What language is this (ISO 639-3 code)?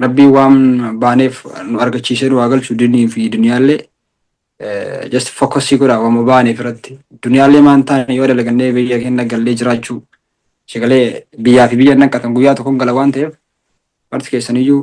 orm